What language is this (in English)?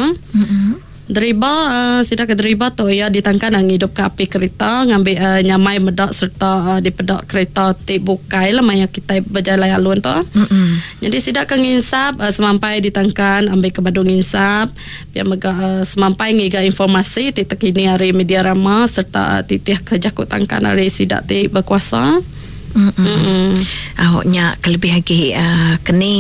Iban